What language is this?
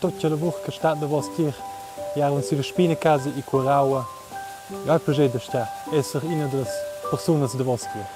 Romansh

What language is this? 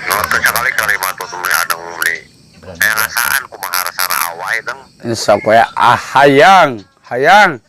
Sundanese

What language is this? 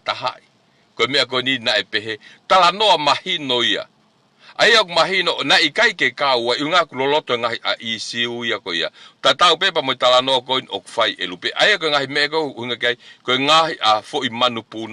Tongan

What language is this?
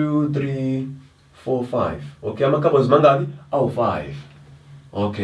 Zulu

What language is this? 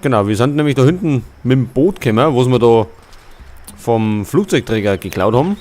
Bavarian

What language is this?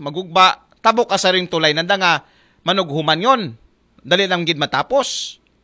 Aklanon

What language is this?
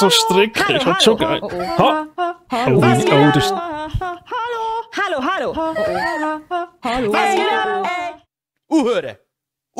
Swiss German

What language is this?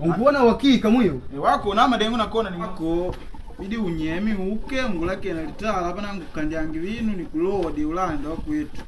Makonde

